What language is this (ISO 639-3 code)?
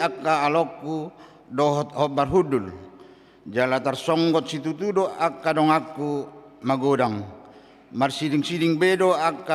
bbc